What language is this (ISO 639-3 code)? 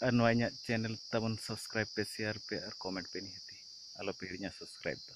sat